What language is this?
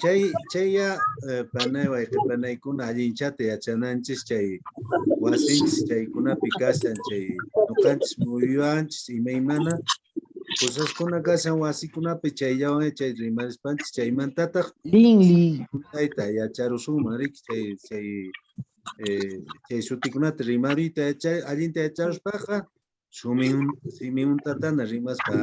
Quechua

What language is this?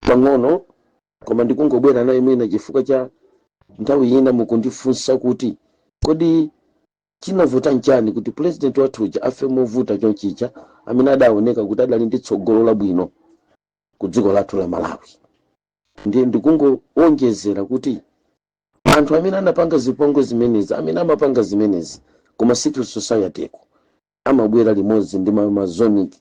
Nyanja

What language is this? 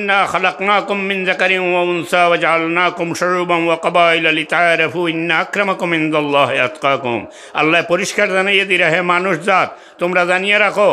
Sylheti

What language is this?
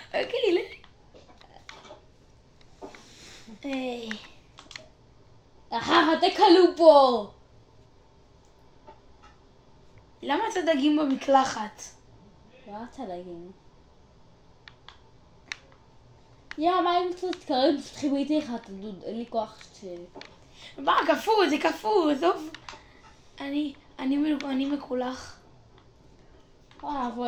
Hebrew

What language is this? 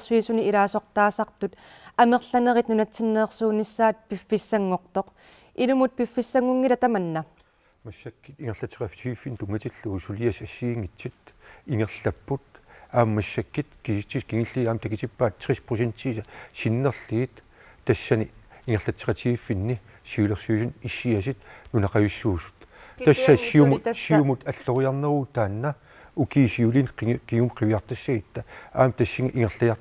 Kalaallisut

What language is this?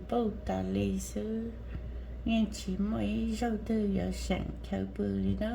Hmong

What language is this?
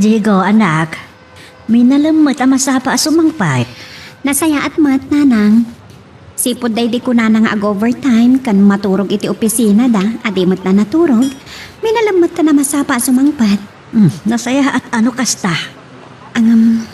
Iloko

